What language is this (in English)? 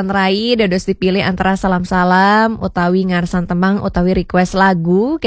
Balinese